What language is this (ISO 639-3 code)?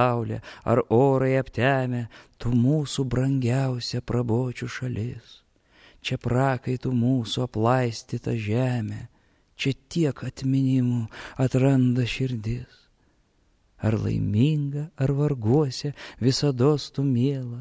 lit